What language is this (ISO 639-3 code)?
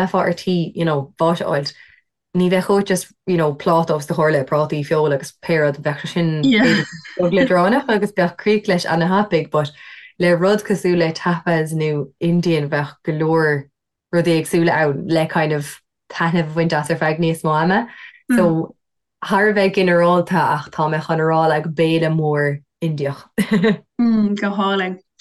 gle